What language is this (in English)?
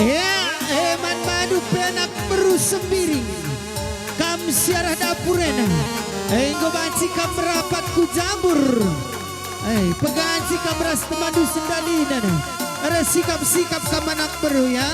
Batak Karo